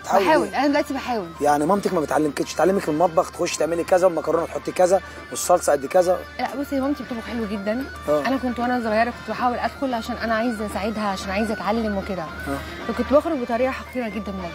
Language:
Egyptian Arabic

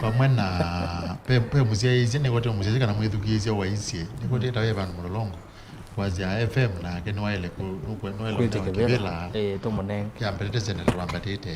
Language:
Kamba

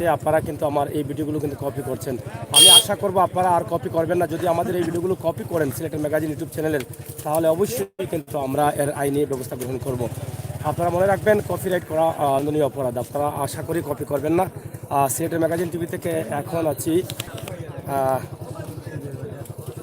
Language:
Sylheti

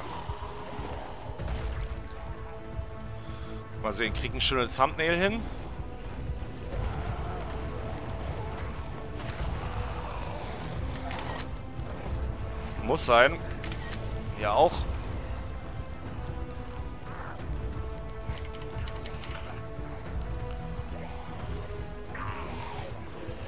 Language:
German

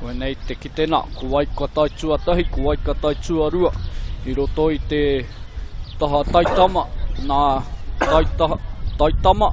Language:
Māori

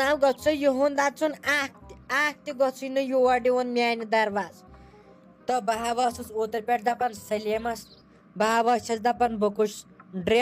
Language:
Kashmiri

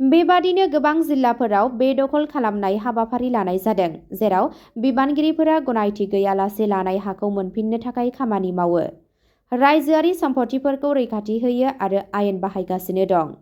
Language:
Bodo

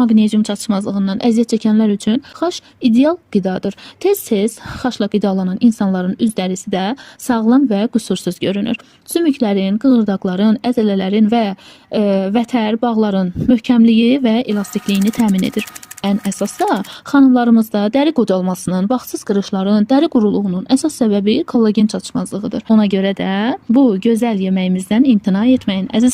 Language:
Azerbaijani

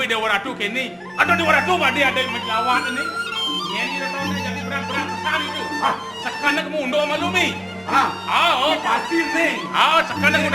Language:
Balinese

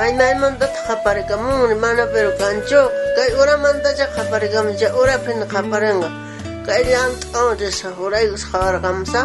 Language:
South Bolivian Quechua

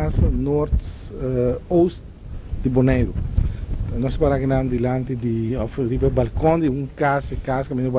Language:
Papiamento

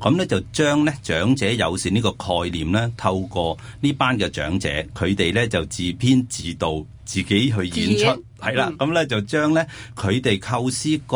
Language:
Cantonese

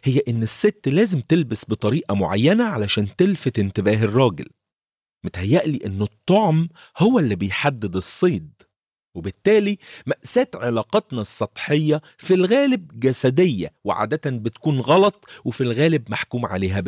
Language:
Egyptian Arabic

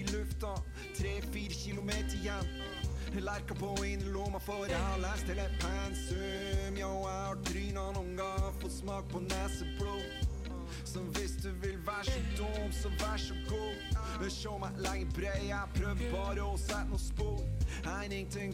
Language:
Norwegian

